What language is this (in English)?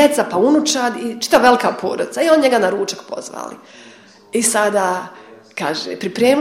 Bosnian